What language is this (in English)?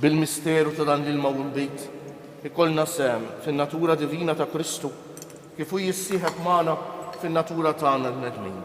Maltese